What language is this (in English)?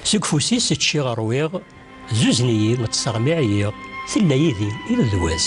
Kabyle